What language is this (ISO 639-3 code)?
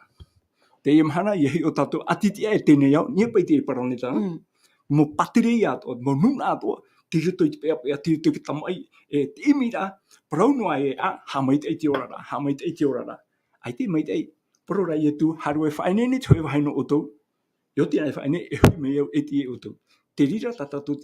tah